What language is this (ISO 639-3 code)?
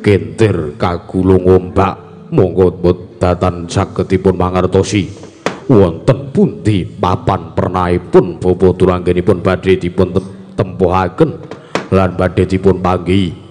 jav